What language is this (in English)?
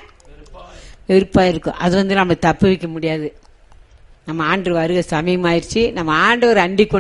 Tamil